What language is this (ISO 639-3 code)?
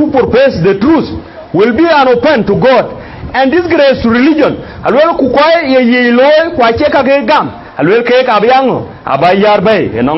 din